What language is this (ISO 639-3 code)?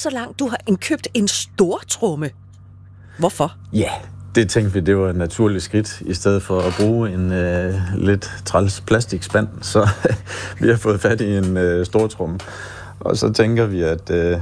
dan